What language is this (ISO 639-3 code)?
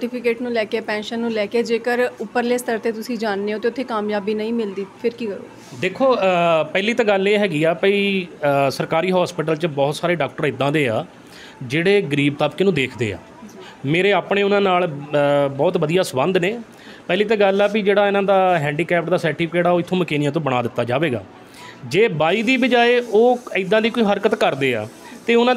pan